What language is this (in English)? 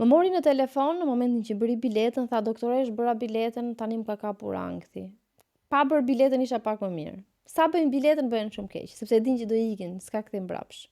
Albanian